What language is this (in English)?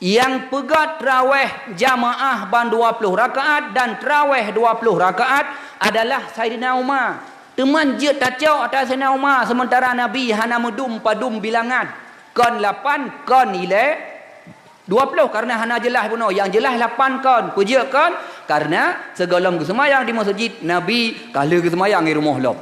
Achinese